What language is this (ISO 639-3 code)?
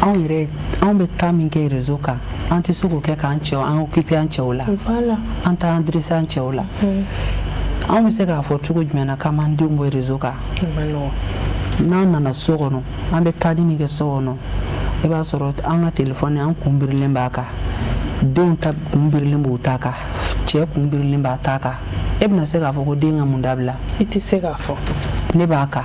bam